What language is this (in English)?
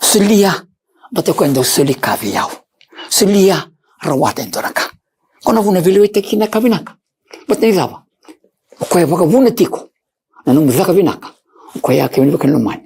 Fijian